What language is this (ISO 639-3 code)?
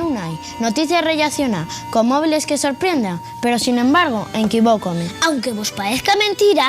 ast